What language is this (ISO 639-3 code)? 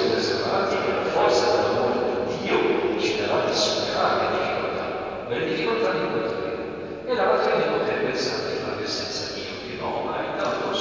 ita